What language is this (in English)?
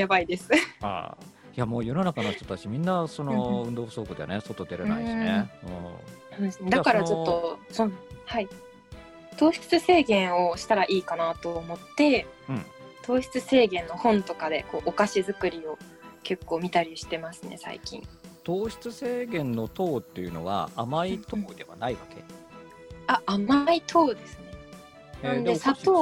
Japanese